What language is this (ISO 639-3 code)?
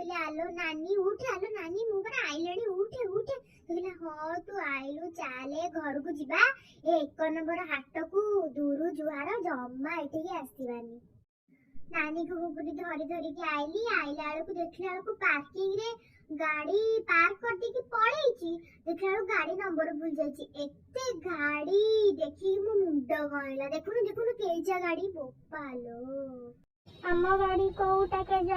ori